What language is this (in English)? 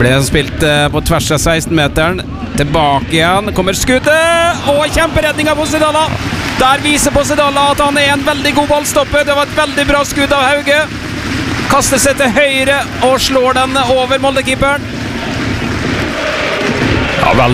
Norwegian